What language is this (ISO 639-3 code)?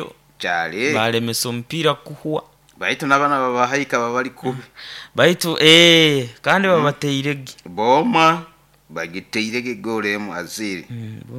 nyo